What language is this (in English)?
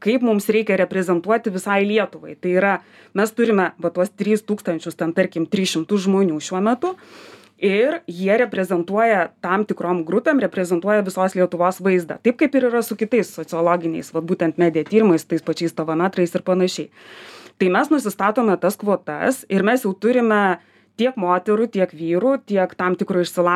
Lithuanian